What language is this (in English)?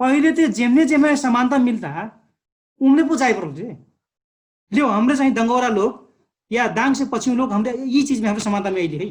Dangaura Tharu